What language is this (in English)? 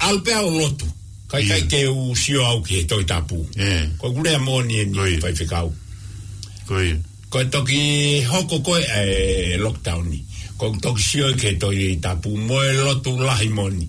Tongan